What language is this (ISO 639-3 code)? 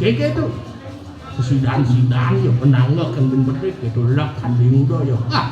ban